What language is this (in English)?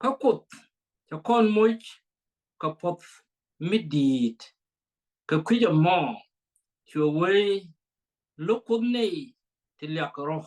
Nuer